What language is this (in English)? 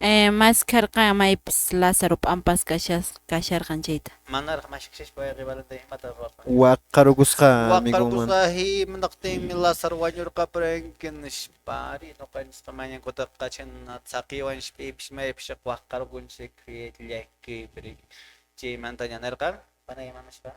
Quechua